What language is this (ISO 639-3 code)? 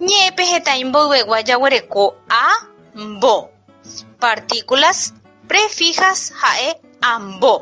grn